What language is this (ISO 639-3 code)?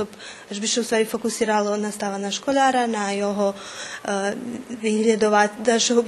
rue